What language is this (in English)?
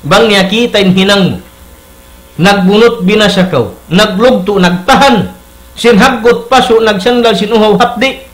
Tausug